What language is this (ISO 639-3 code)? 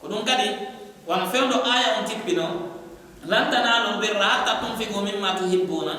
fuf